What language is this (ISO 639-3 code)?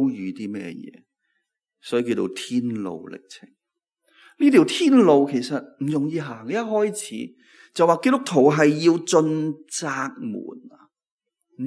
yue